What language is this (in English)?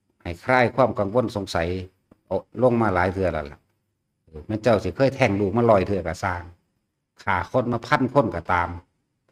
Northeastern Thai